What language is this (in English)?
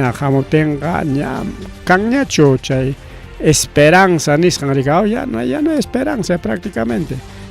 Ayacucho Quechua